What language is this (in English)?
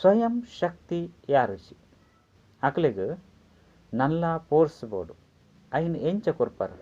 Tulu